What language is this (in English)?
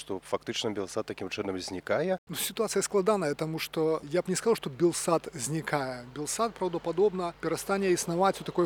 Belarusian